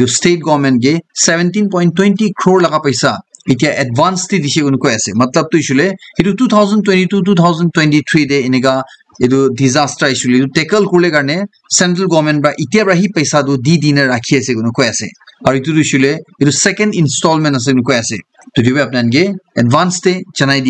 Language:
Naga Pidgin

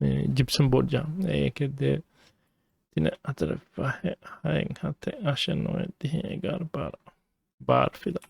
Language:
Divehi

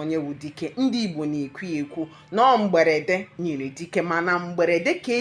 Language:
Igbo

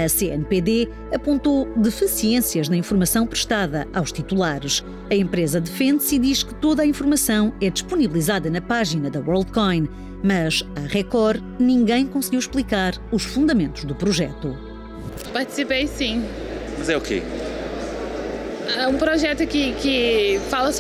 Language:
Portuguese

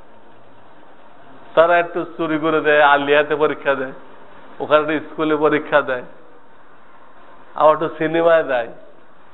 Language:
Bangla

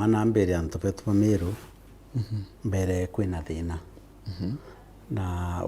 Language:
Meru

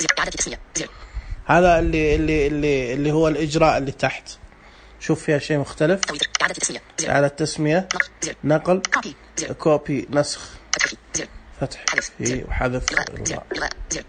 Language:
Najdi Arabic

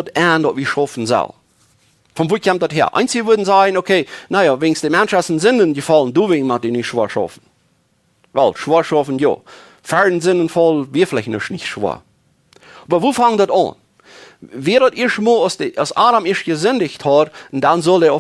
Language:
Plautdietsch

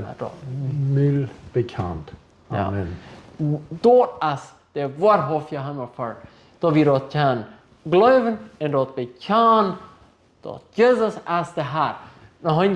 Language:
Plautdietsch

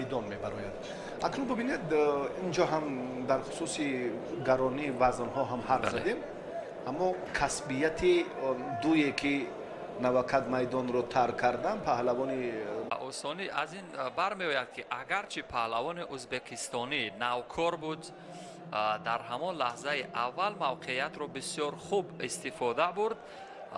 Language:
Tajik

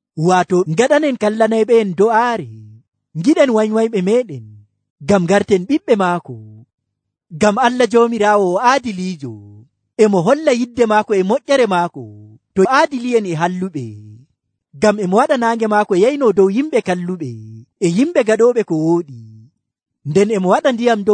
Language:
Nigerian Fulfulde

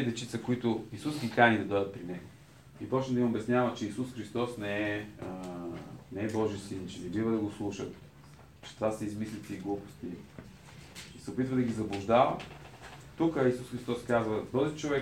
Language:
Bulgarian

